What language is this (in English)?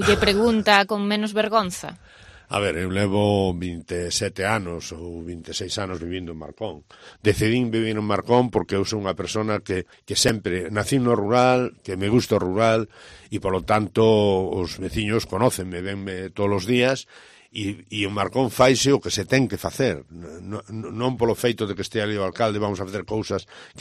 Galician